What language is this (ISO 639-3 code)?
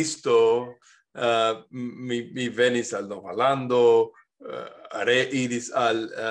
epo